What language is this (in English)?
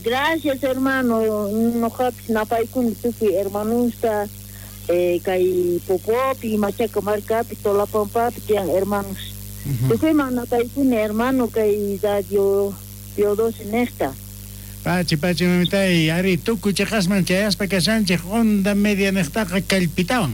Ayacucho Quechua